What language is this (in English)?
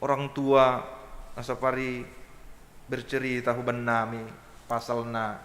Batak Simalungun